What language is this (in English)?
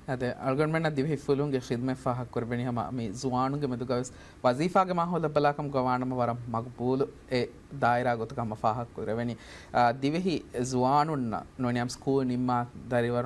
Divehi